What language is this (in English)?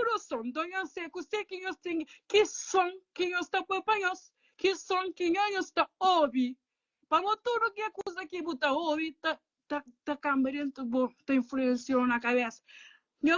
Kabuverdianu